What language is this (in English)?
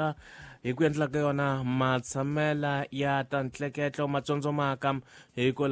Tsonga